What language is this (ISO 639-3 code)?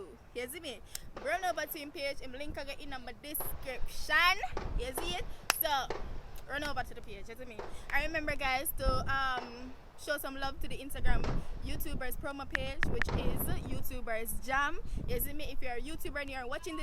jam